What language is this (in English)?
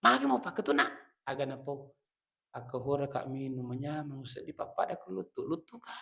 Buginese